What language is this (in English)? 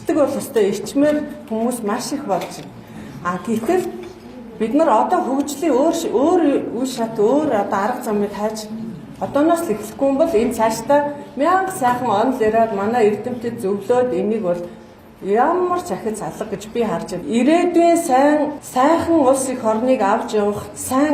Mongolian